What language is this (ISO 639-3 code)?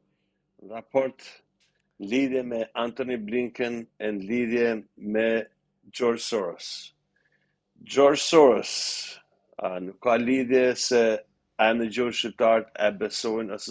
sqi